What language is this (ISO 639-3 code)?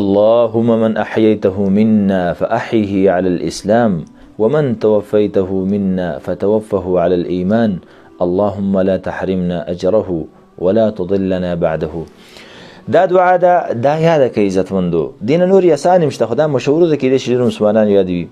pus